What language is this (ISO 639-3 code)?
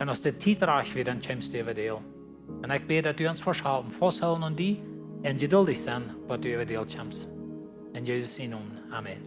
pdt